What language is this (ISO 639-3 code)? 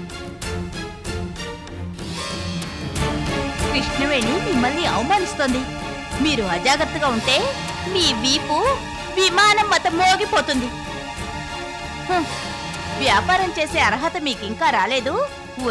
tel